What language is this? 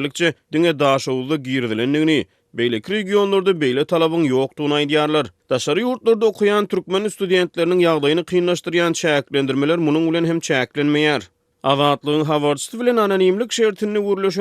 Turkmen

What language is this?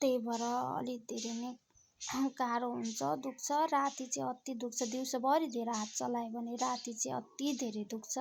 Nepali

